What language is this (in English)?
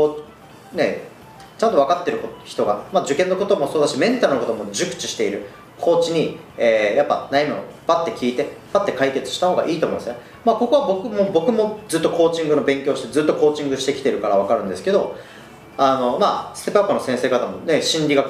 Japanese